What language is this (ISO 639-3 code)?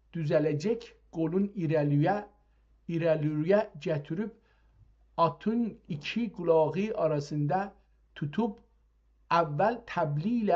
azb